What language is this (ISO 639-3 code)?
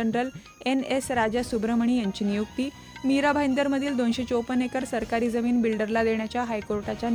mar